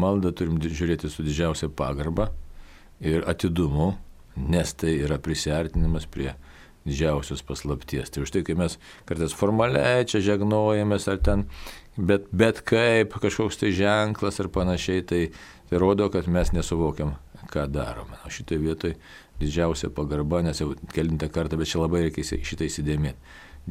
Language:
Lithuanian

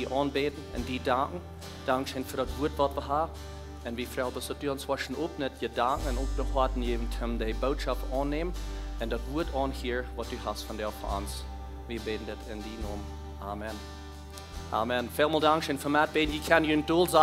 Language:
Plautdietsch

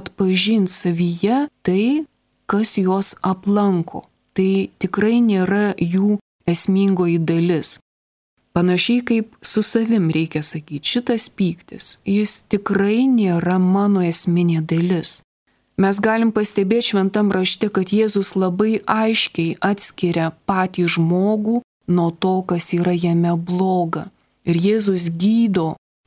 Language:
Lithuanian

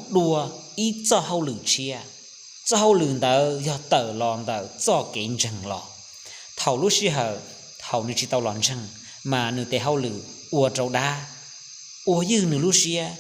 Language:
Hmong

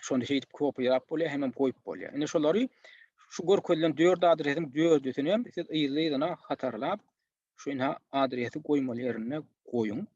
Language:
Turkmen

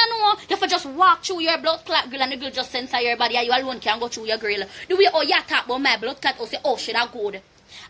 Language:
Jamaican Creole English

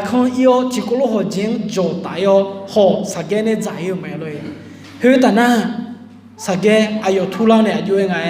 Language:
Akha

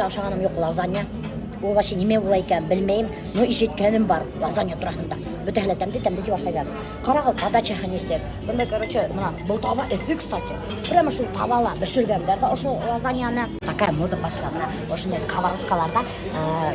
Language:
Bashkir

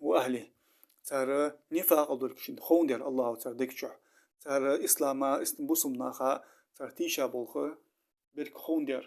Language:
Ingush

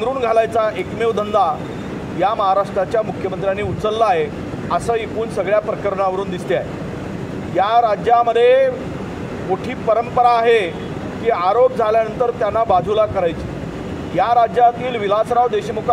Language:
Marathi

